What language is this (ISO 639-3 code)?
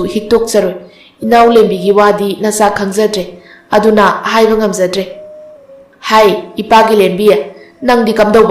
mni